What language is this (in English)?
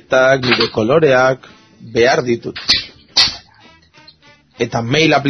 Basque